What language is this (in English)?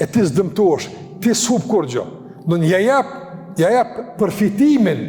Albanian